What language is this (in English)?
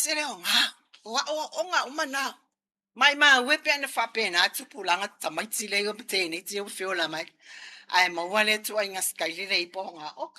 Samoan